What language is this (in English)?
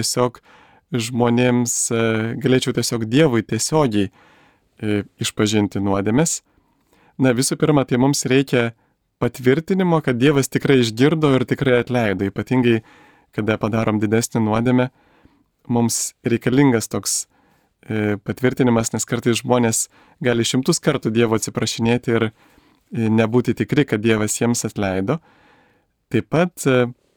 Lithuanian